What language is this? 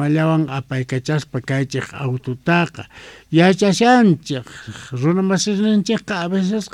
South Bolivian Quechua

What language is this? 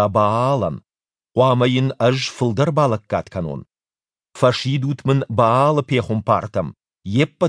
Ossetic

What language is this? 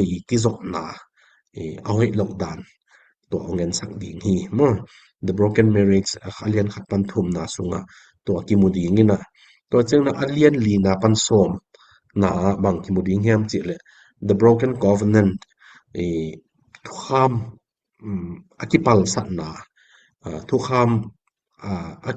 Tedim Chin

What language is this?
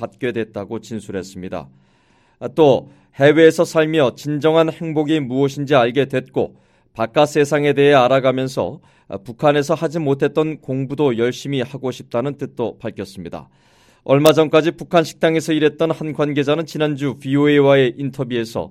Korean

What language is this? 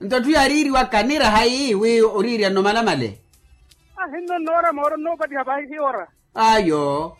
Makhuwa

